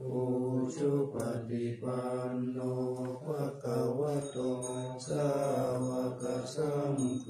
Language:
Pali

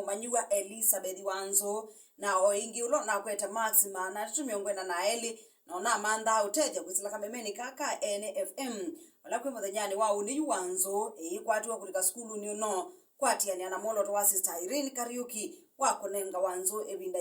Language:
Kamba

